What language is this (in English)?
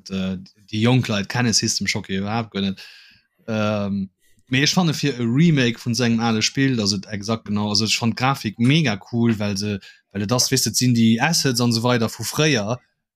Luxembourgish